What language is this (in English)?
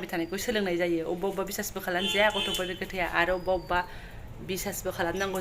Bodo